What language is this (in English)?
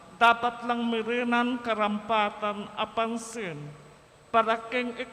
Pampanga